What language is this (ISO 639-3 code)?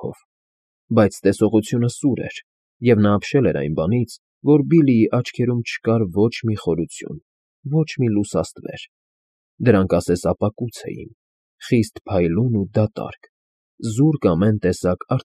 hye